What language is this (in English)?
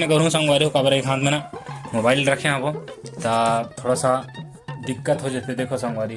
Chhattisgarhi